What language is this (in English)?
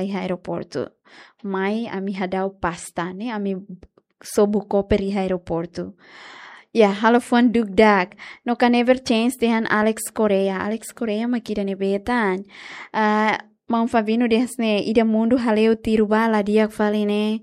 Tetum